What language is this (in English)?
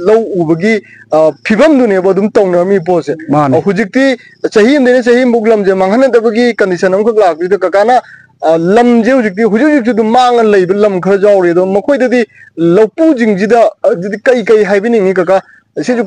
Manipuri